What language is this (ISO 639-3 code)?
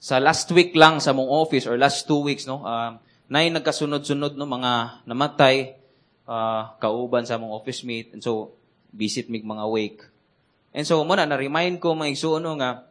ceb